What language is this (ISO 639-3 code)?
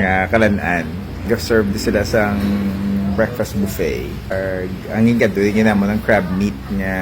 hil